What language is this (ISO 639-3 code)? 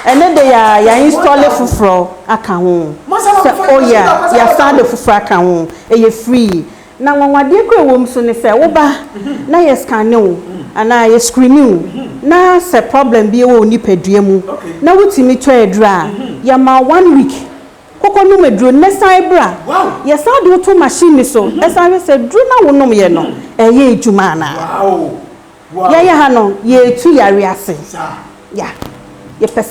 aka